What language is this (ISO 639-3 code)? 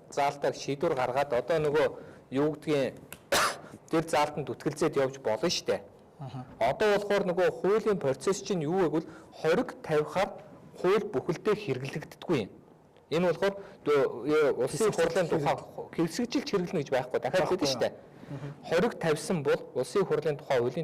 mon